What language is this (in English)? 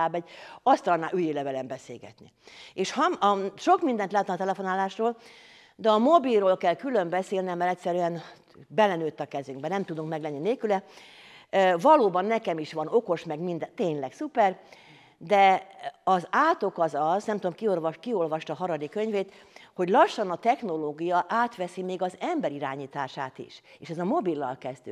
Hungarian